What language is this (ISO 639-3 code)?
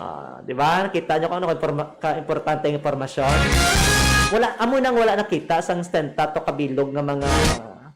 hil